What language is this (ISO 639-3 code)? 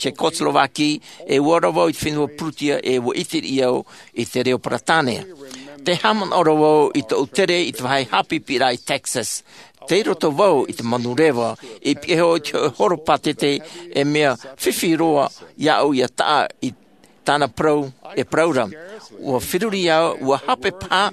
tah